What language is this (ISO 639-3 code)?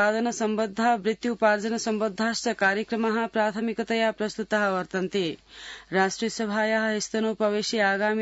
san